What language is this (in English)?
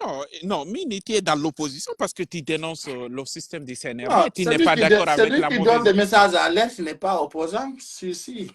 Pular